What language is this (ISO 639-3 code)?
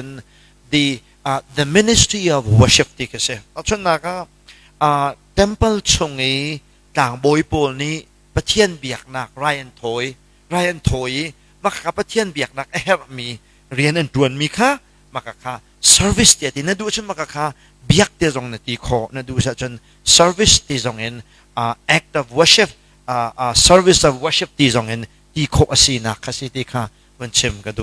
cnh